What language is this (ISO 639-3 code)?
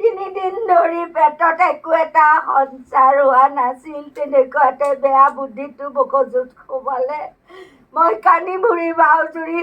asm